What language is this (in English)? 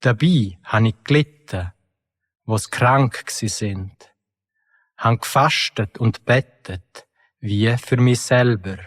Swiss German